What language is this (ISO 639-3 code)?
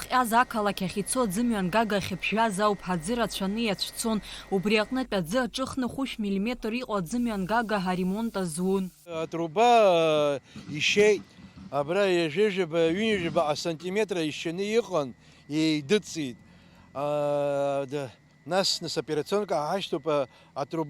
abk